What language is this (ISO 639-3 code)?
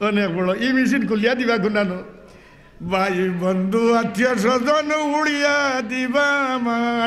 syl